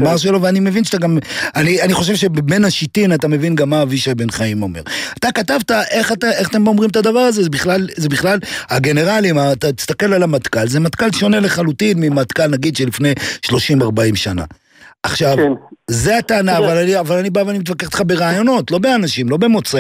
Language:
Hebrew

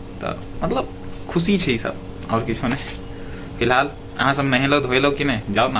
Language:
Maithili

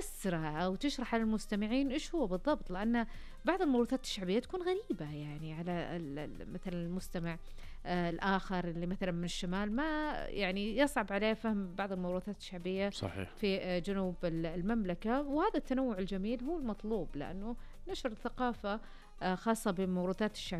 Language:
Najdi Arabic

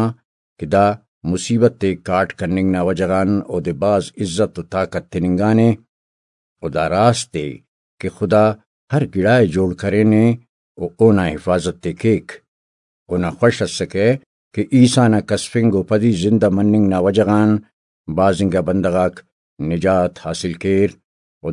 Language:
Brahui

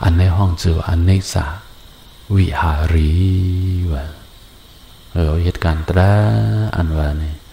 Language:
Shan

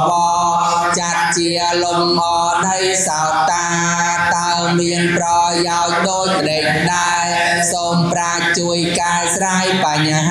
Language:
Khmer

